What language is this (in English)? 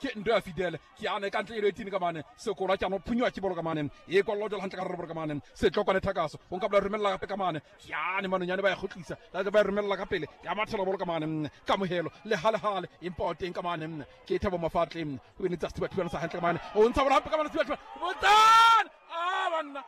Southern Sotho